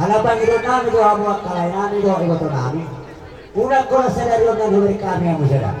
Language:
Batak Toba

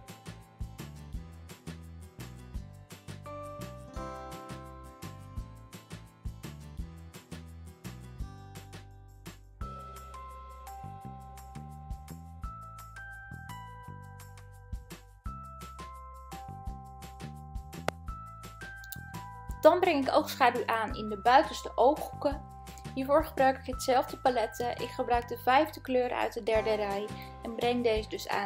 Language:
Dutch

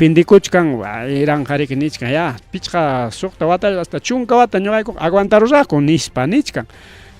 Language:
Ayacucho Quechua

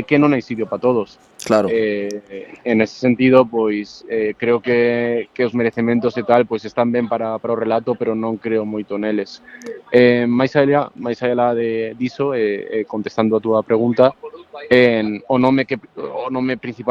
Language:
Galician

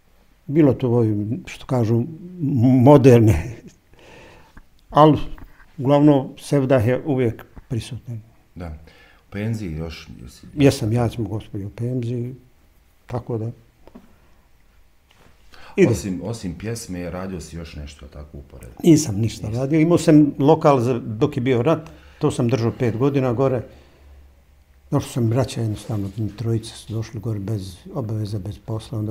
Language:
Bosnian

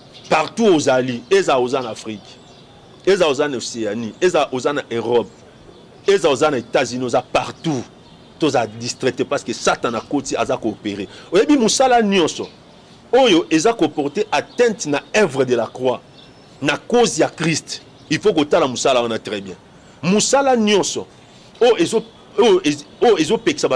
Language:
Lingala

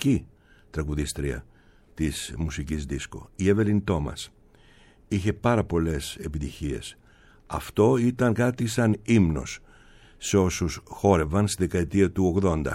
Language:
Greek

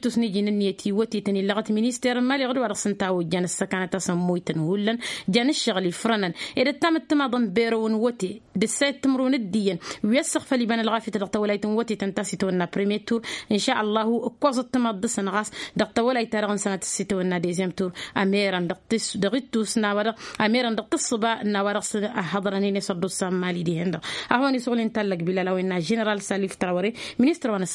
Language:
Tamasheq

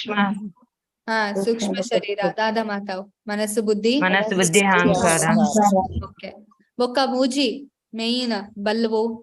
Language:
Tulu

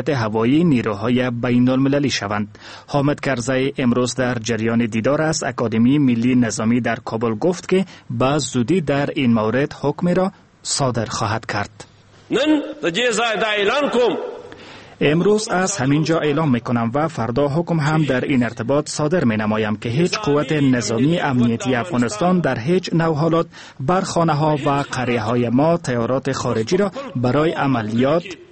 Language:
Persian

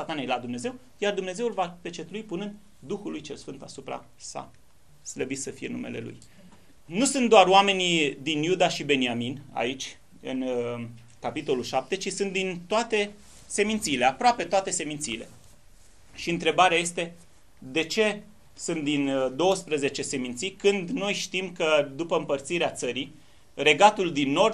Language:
Romanian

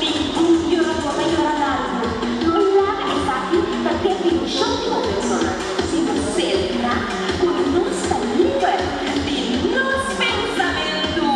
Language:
Papiamento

